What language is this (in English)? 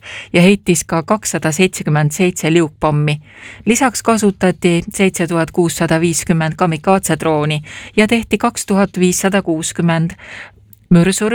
Estonian